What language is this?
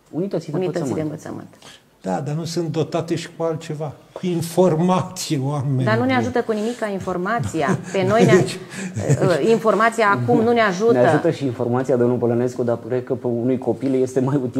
Romanian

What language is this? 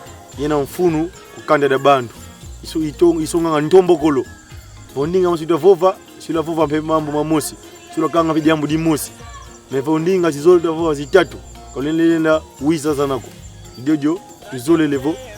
Kongo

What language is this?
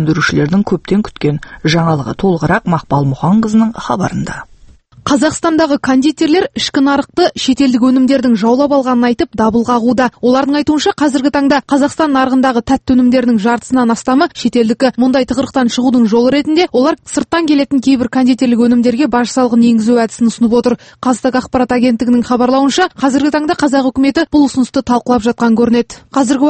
Kazakh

